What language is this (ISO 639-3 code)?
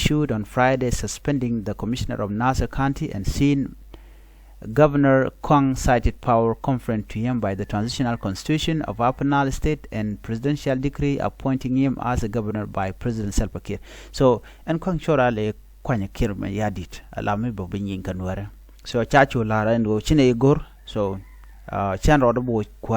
nus